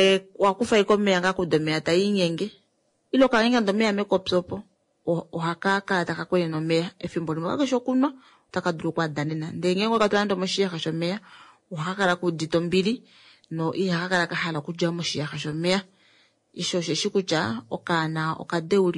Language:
Kuanyama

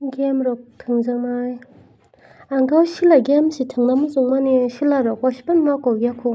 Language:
Kok Borok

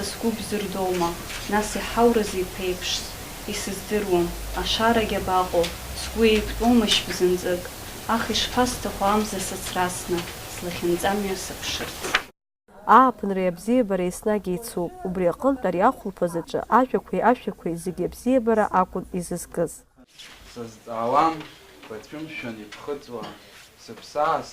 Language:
Abkhazian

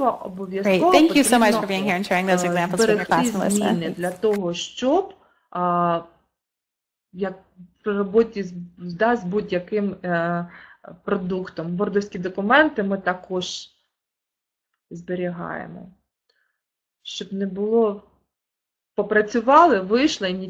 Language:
Ukrainian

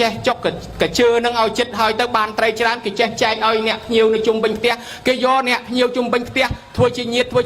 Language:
Khmer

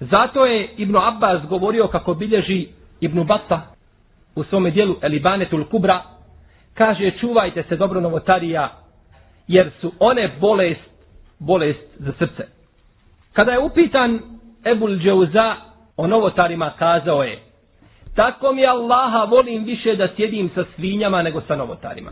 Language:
Bosnian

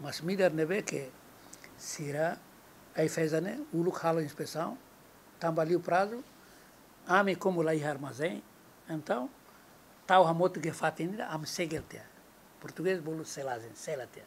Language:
Tetum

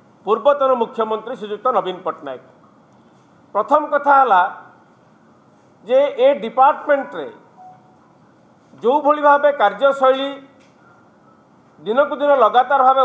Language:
Odia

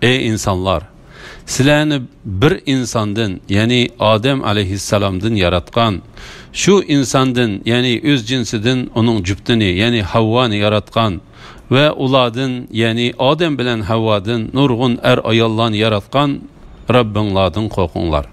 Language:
Uyghur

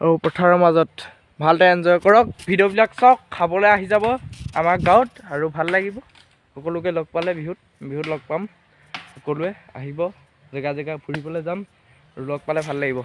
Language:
Assamese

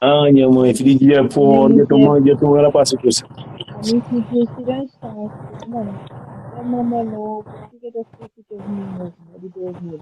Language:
Kabuverdianu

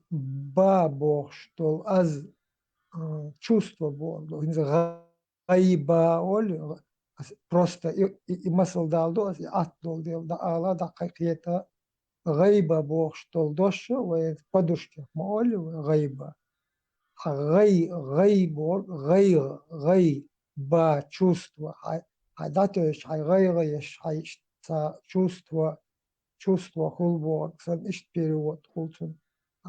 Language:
Chechen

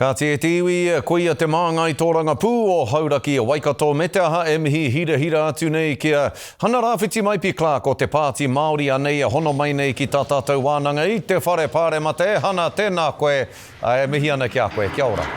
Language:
Māori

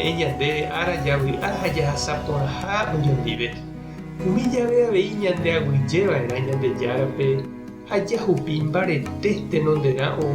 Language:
Guarani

